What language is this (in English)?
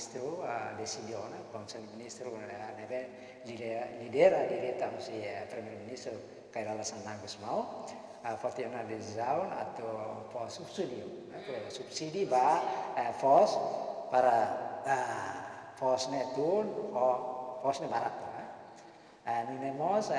Tetum